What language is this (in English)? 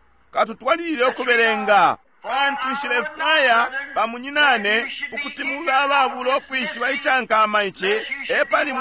Bemba